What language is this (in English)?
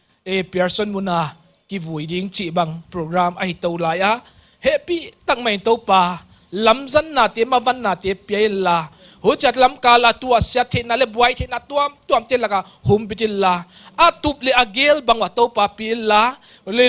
Paite Chin